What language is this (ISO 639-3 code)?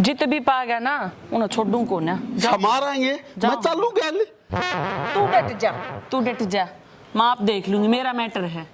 bgc